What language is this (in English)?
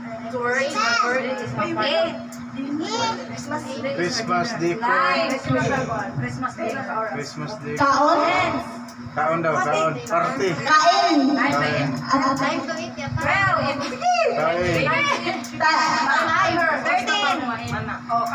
Cebuano